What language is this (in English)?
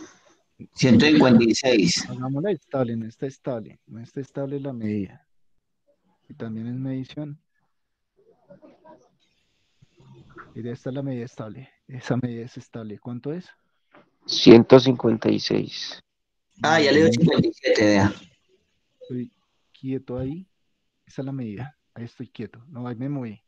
Spanish